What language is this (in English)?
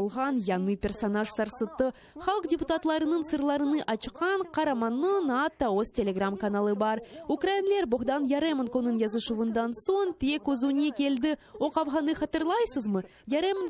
Crimean Tatar